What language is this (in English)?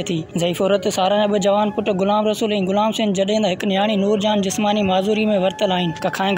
Sindhi